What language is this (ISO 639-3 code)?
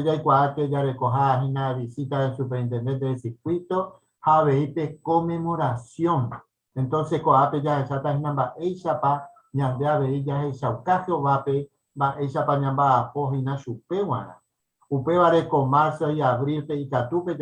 grn